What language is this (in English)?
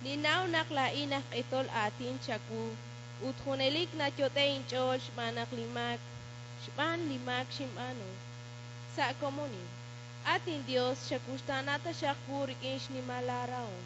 Kekchí